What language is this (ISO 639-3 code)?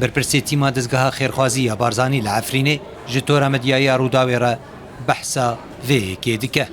kur